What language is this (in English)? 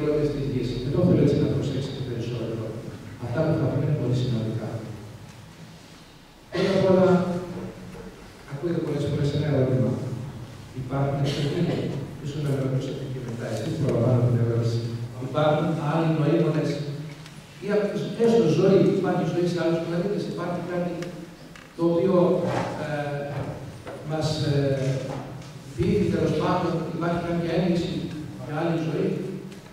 Greek